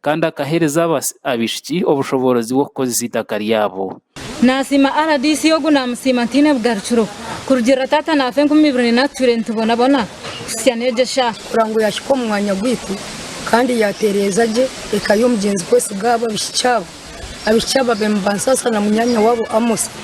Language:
Nyankole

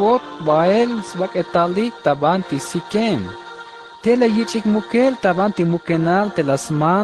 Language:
Tzeltal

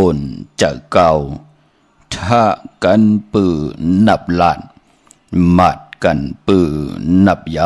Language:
Shan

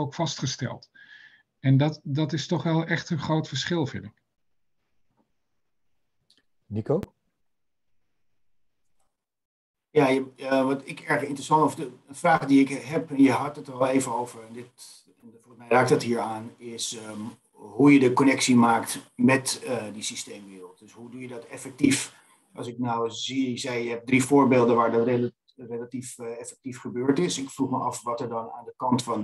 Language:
Dutch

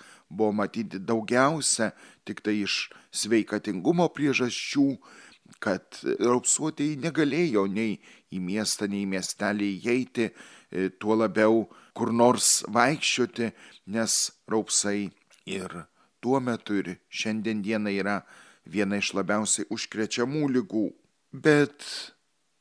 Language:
Lithuanian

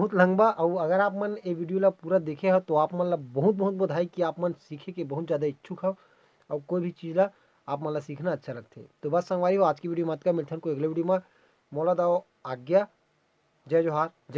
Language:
Chhattisgarhi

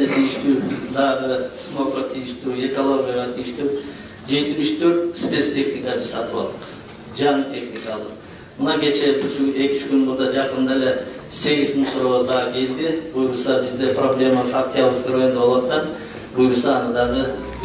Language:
Kyrgyz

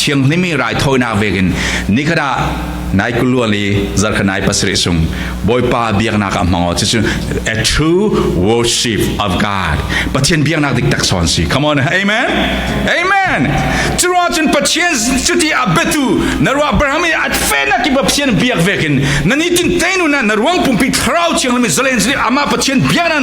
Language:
Falam Chin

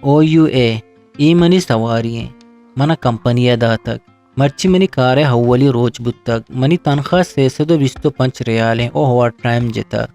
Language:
Eastern Balochi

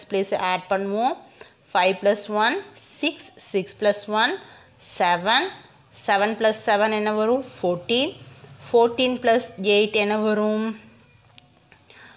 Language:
Tamil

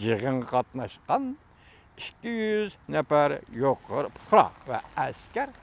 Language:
Uyghur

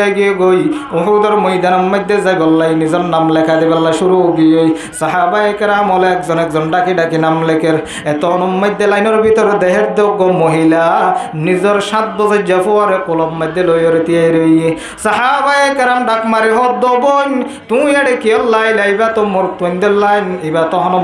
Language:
Rohingya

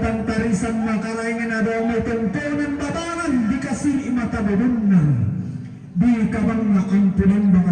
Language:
Toraja-Sa'dan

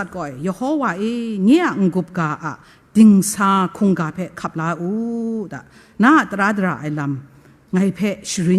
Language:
Kachin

